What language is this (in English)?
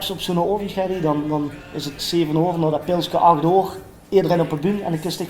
Limburgish